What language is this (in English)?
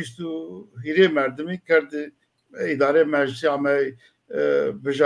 Zaza